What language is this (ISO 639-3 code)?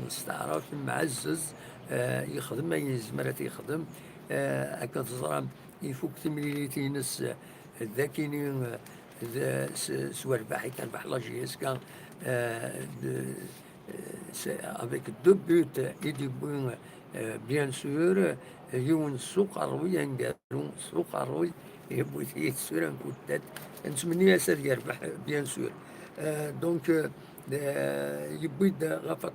kab